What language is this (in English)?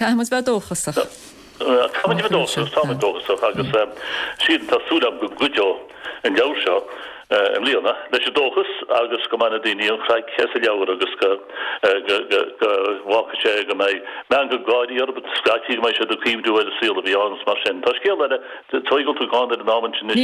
Irish